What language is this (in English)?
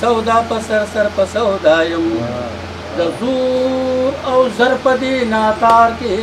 Pashto